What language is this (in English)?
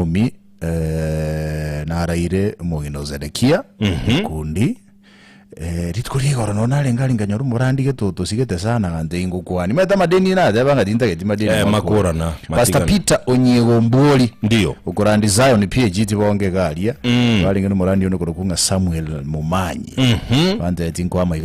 Gusii